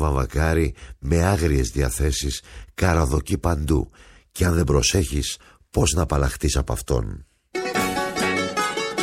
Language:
Greek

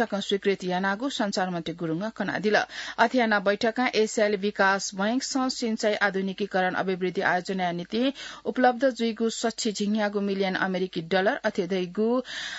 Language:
Newari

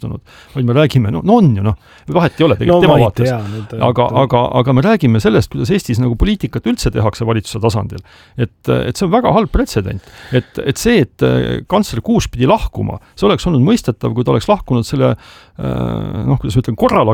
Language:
Estonian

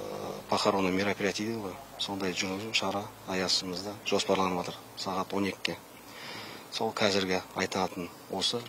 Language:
Kazakh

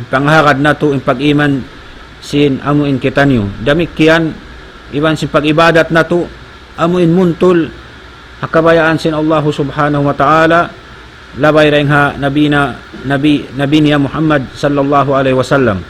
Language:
Tausug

